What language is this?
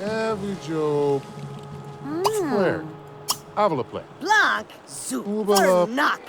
Bavarian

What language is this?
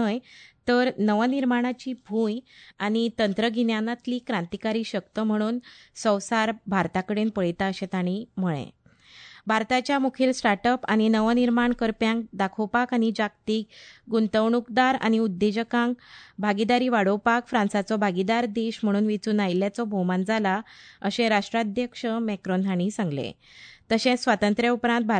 Konkani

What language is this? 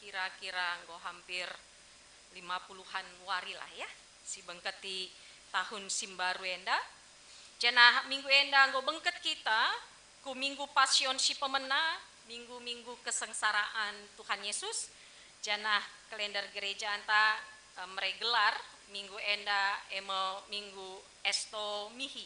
Batak Karo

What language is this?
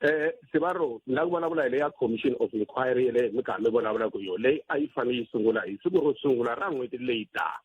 Tsonga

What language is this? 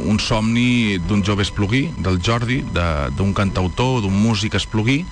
Catalan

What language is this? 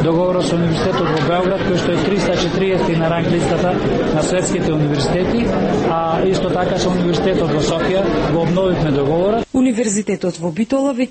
Macedonian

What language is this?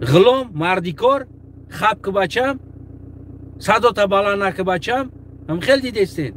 Tajik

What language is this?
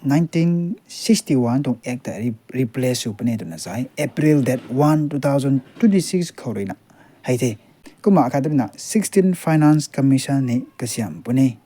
Rongmei Naga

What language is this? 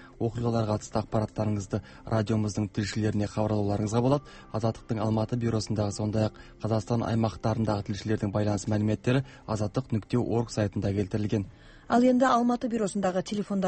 Kazakh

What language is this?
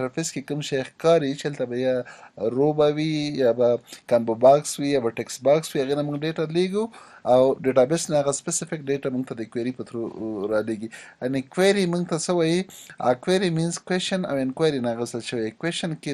Pashto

